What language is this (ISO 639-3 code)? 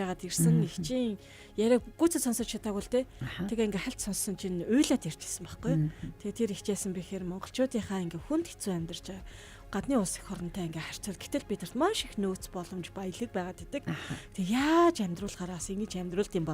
mon